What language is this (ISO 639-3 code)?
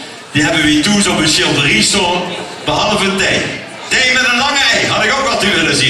lim